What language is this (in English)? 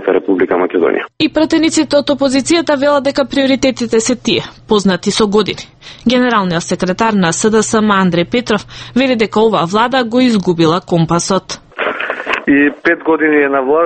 Macedonian